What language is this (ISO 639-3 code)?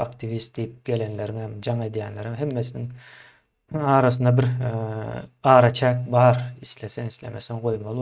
tuk